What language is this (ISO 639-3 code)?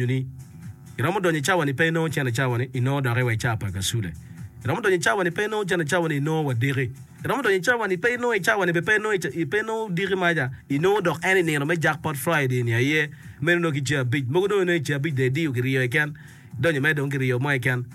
ach